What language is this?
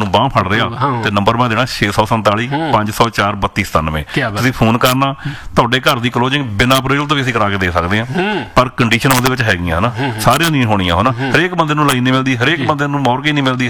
Punjabi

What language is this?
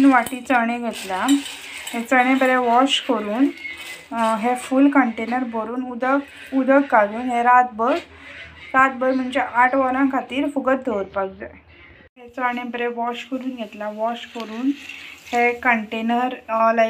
Konkani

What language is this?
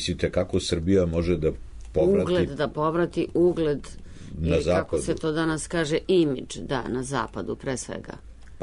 Serbian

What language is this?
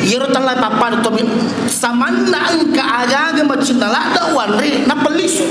Buginese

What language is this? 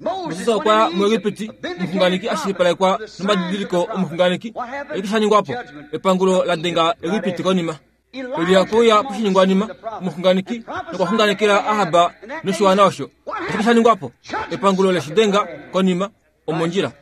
Kuanyama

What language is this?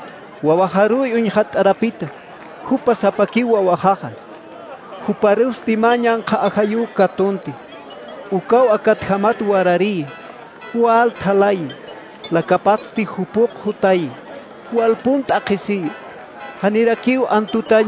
Aymara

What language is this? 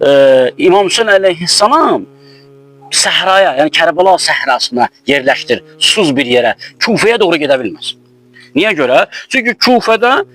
Azerbaijani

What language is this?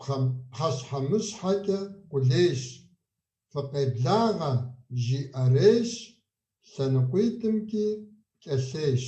Kabardian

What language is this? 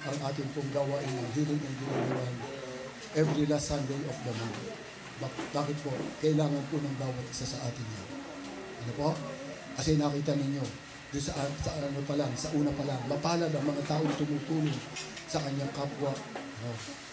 Filipino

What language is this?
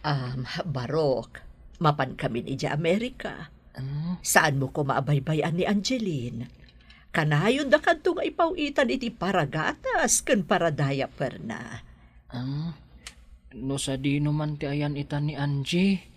Iloko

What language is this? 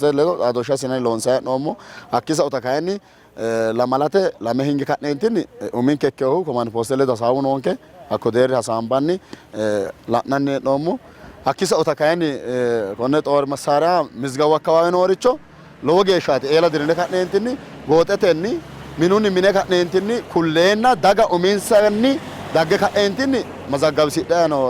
Sidamo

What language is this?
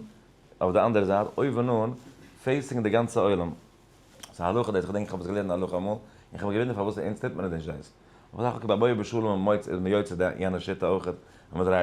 Yiddish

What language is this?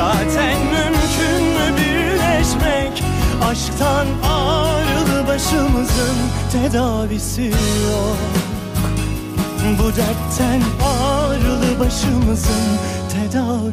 Turkish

